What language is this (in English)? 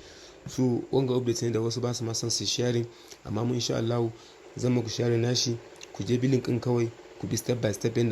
Hausa